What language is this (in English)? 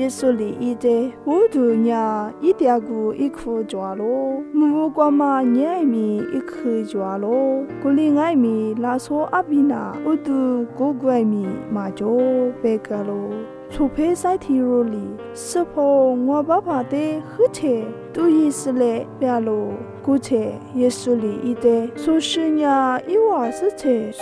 Lisu